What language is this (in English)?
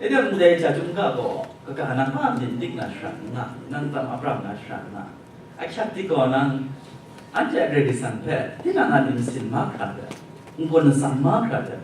Kachin